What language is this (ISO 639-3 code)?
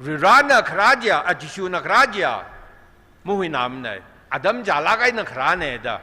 nmf